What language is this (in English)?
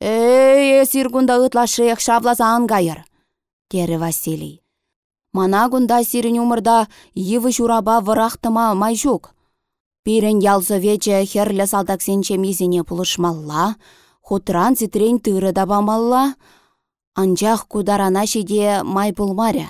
Chuvash